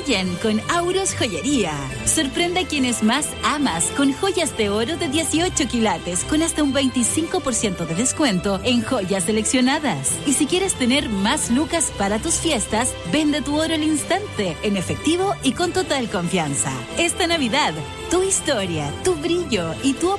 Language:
Spanish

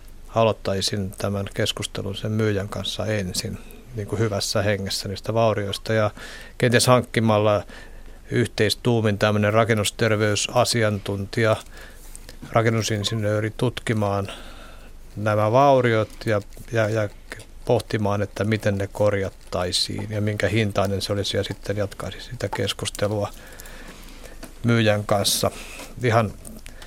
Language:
Finnish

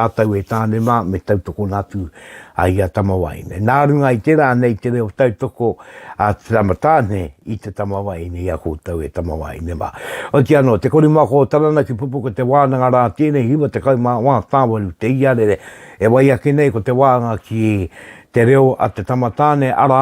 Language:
Māori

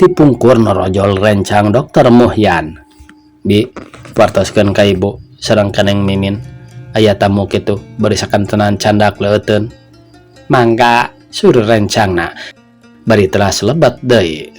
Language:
Sundanese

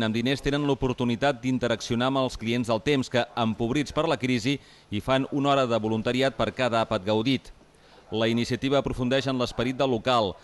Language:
Catalan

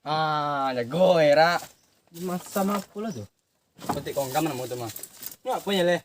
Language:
Minangkabau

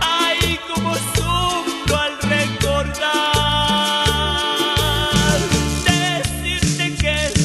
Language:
Spanish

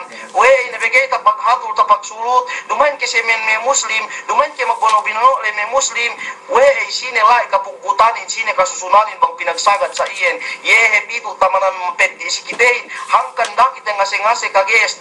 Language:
Yakan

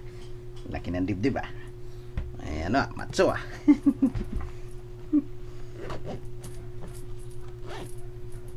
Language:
Filipino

